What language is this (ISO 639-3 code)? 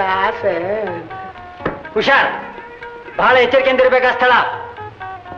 kan